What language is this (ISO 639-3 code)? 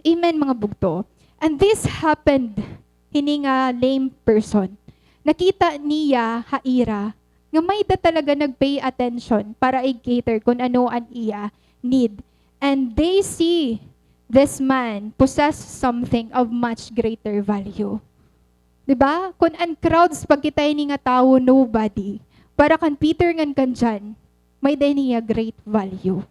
war